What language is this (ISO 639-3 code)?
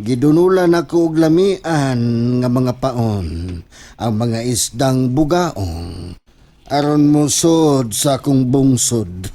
ceb